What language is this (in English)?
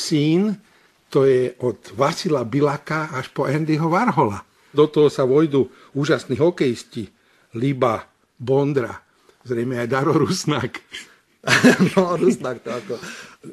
Slovak